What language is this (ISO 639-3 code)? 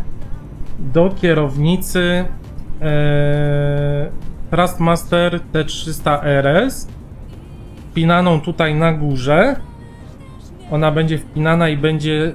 pol